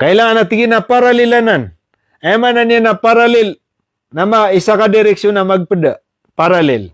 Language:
Maranao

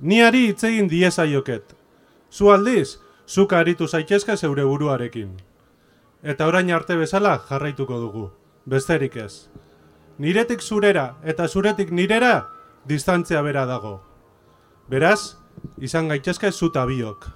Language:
Basque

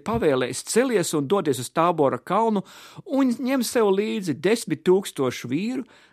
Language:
Latvian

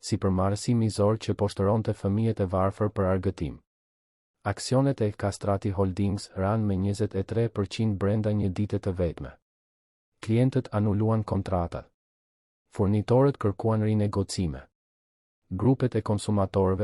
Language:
Albanian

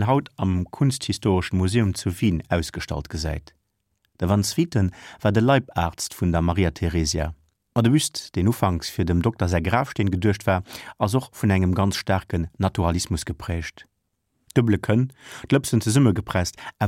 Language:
Luxembourgish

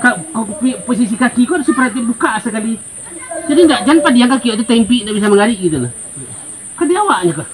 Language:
Minangkabau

